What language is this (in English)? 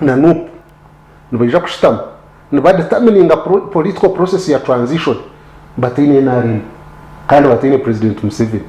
Nyankole